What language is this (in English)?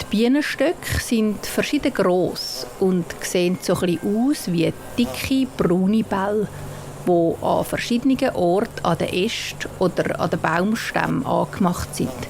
Swiss German